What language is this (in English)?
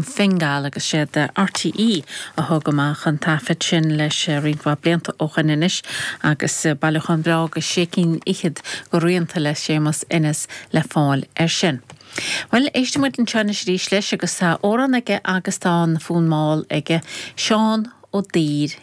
Irish